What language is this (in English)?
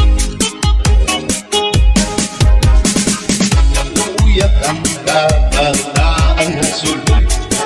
Filipino